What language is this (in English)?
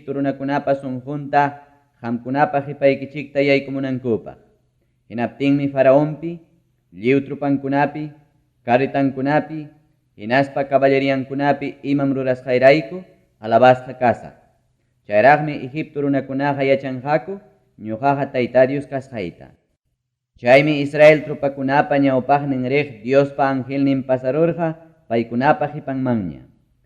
Ayacucho Quechua